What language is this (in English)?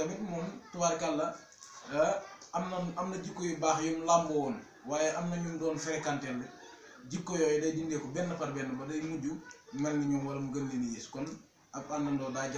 Wolof